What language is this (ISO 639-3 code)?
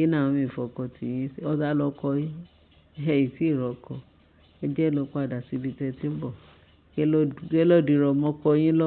yor